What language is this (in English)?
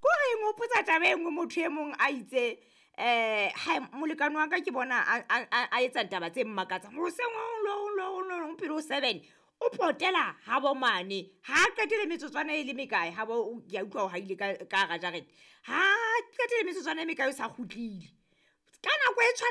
Southern Sotho